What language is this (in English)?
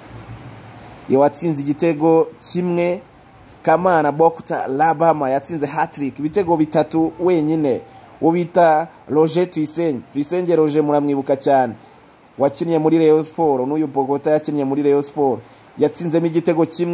Kinyarwanda